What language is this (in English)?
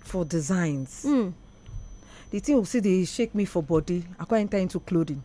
Nigerian Pidgin